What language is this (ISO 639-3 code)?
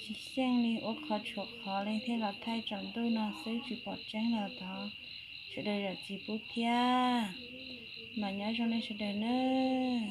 hmn